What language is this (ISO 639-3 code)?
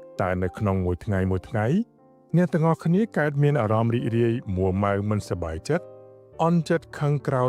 khm